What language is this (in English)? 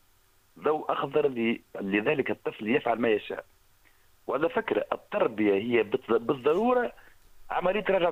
Tunisian Arabic